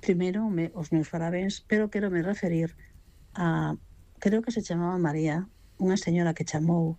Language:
Galician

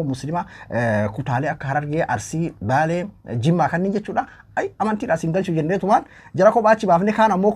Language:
Oromo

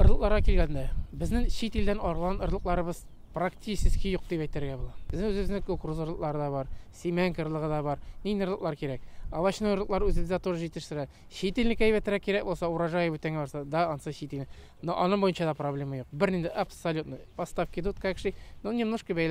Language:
Tatar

